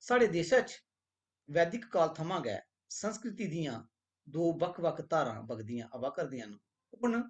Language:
Dogri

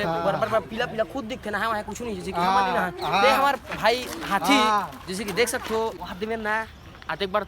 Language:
Chhattisgarhi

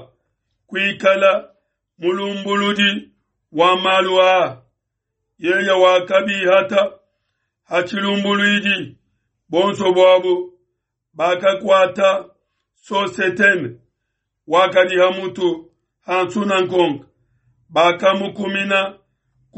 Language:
Luba-Lulua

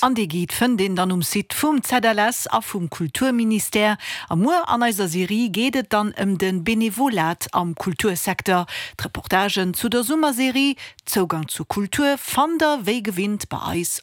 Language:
Luxembourgish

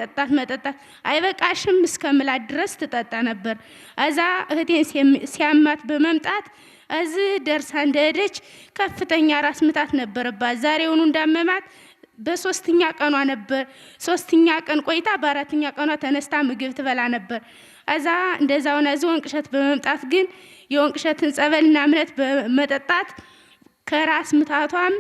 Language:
Amharic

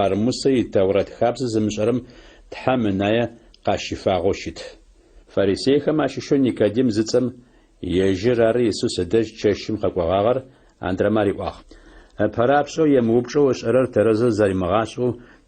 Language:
Adyghe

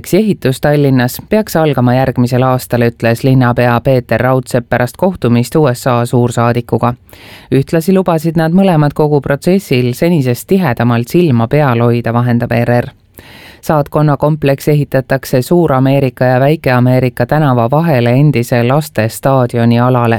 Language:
Estonian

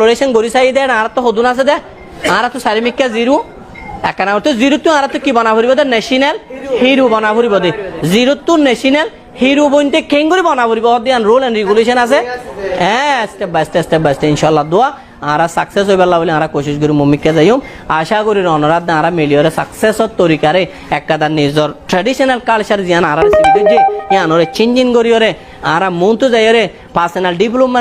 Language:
Rohingya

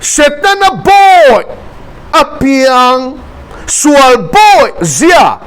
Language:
Mizo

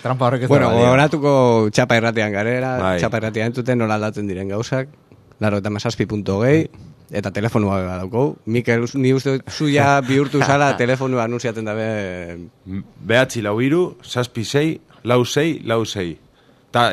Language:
Basque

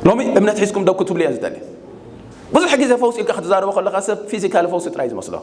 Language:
Tigrinya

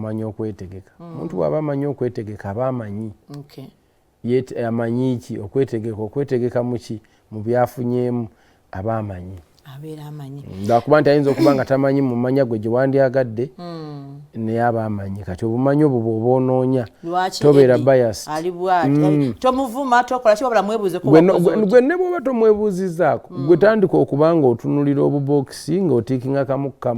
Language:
Ganda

